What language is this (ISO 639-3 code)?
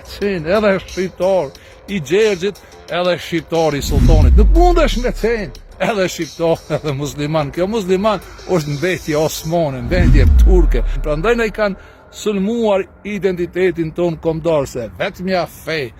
sqi